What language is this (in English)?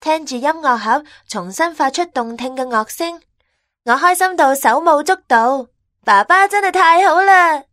Cantonese